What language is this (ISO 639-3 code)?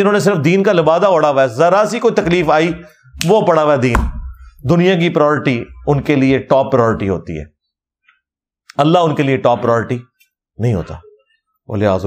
urd